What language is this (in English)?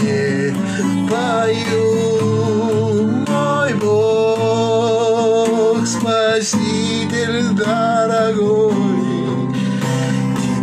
Russian